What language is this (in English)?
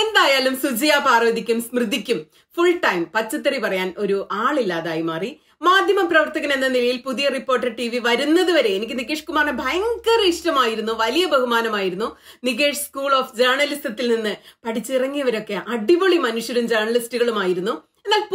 Malayalam